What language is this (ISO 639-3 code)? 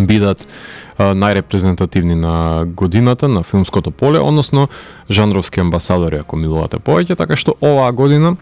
mkd